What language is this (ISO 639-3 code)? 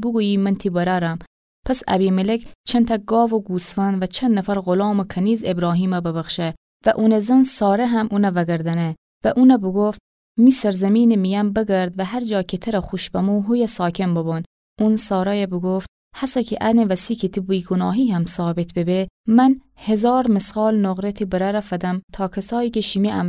glk